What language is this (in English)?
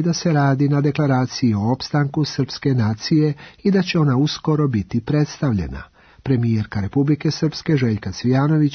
Serbian